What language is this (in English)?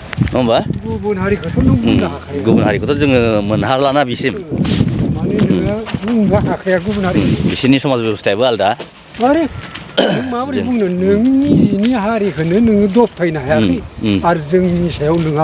Bodo